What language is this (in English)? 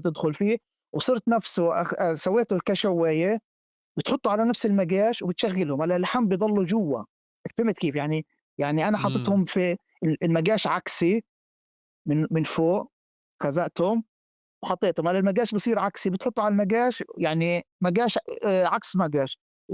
North Levantine Arabic